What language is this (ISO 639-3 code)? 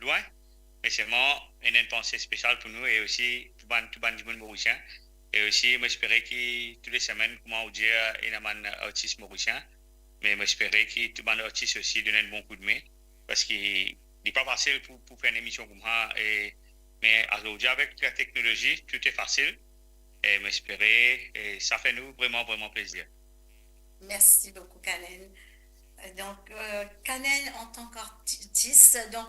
mfe